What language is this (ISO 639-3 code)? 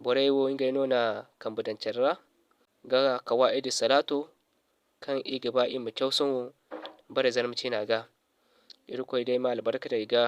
dje